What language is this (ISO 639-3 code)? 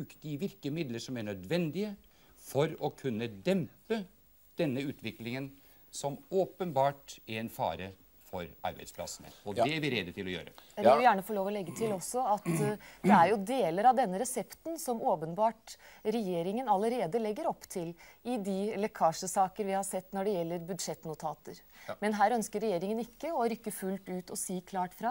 nor